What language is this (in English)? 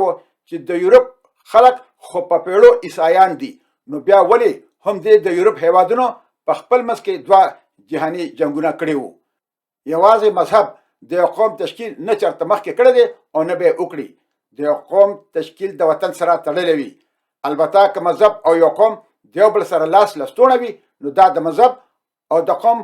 Pashto